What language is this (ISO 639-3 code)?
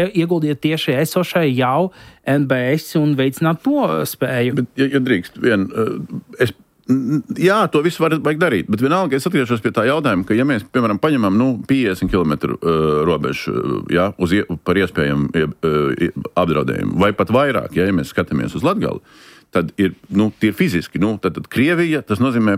lav